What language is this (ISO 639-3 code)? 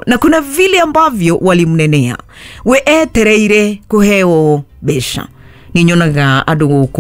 kik